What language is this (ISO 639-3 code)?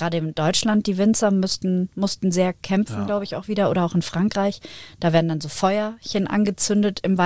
deu